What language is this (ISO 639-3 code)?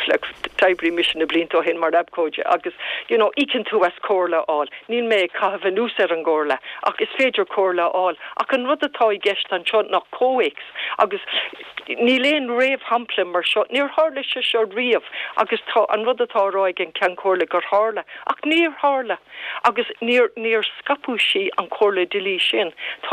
gle